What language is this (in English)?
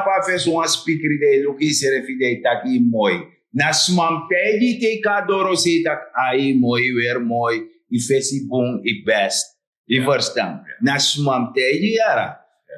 Sranan Tongo